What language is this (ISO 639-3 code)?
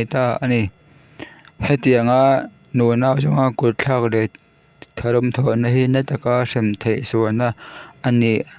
lus